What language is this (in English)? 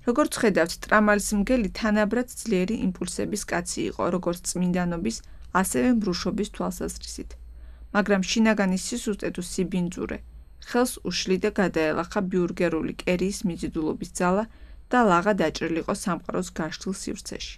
Georgian